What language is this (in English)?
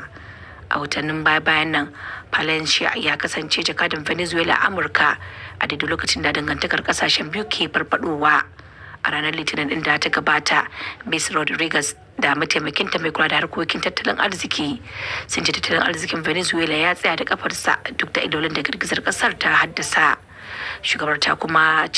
Hausa